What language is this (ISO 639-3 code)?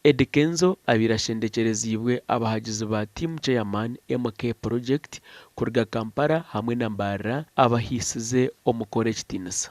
nyn